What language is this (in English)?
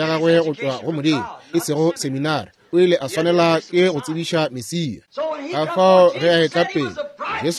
Northern Sotho